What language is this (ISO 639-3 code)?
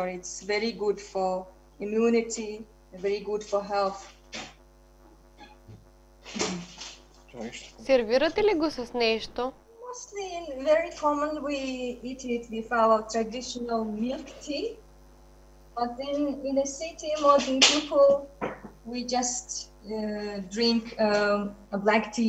bul